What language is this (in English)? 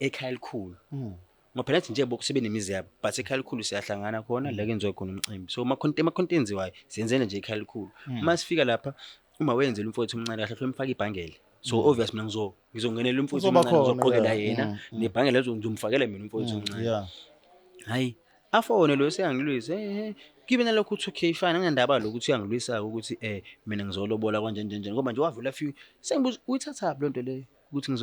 Zulu